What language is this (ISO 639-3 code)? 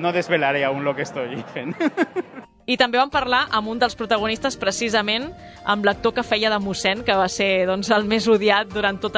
cat